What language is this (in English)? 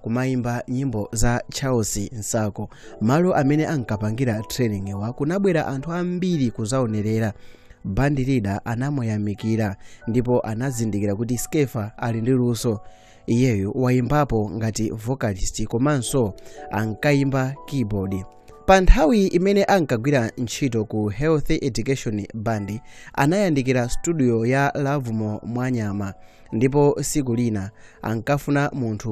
Nyanja